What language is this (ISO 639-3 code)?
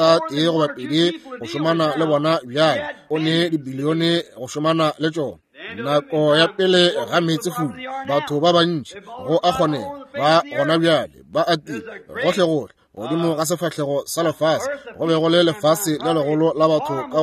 nso